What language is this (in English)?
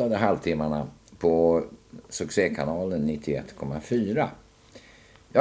Swedish